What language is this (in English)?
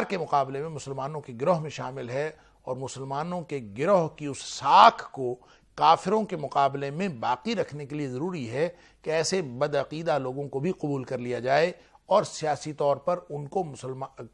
Urdu